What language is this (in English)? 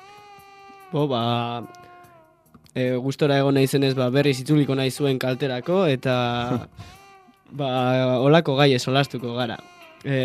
Basque